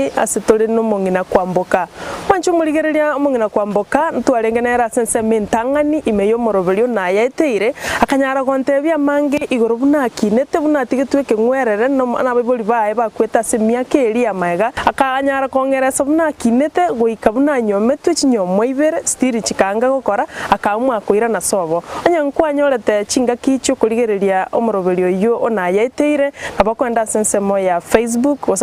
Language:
Gusii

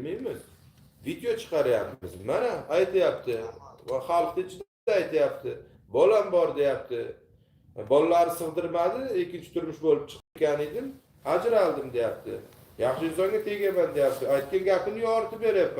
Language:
Uzbek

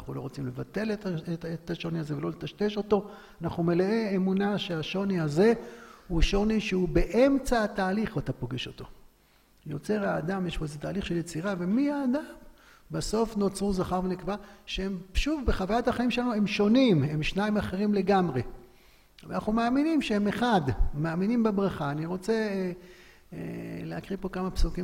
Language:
Hebrew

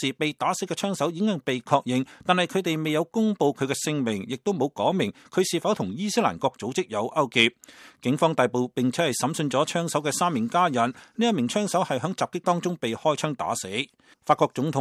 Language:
Cantonese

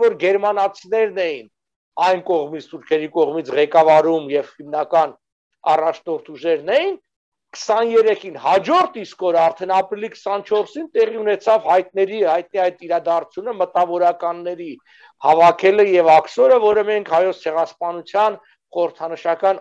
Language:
Armenian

